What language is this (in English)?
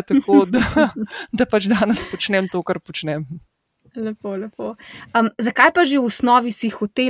Slovenian